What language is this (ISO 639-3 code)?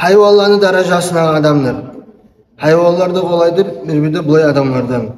kum